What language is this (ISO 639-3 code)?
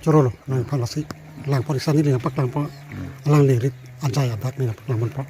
mjw